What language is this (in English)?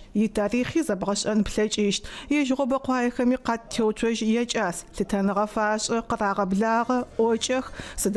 Adyghe